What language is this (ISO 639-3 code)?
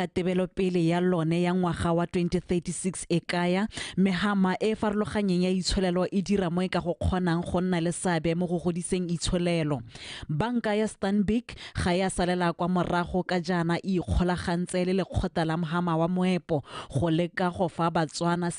tsn